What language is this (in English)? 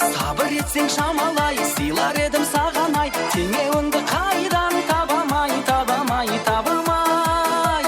Kara-Kalpak